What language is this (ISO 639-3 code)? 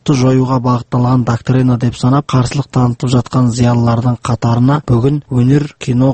kaz